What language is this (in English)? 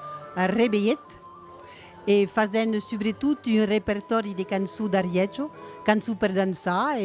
Occitan